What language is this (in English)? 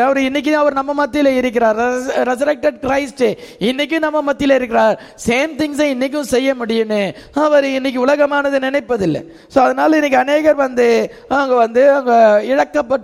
Tamil